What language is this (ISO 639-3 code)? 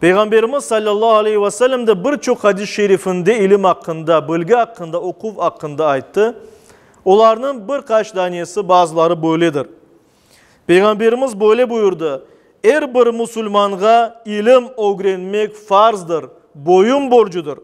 crh